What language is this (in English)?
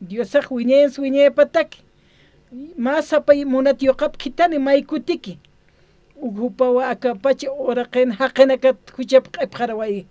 Aymara